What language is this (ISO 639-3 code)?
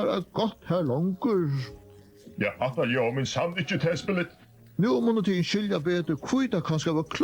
fao